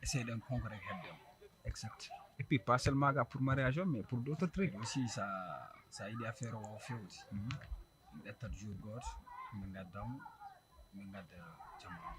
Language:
Fula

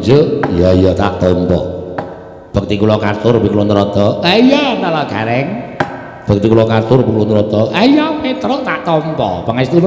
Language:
Javanese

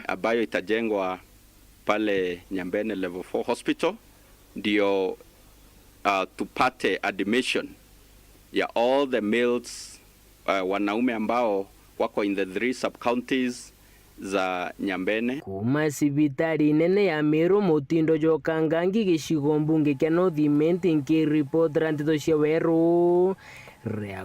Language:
Meru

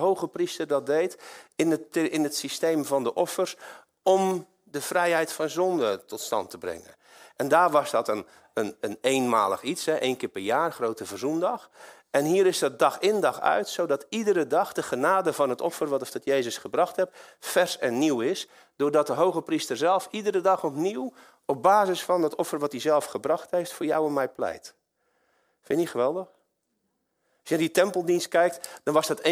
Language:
Dutch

